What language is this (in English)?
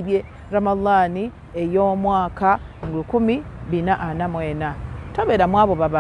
Ganda